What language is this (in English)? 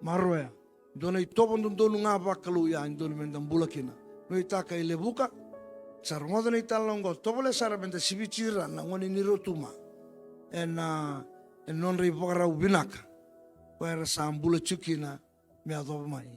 Fijian